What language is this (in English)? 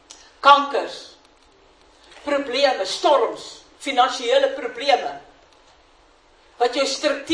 Afrikaans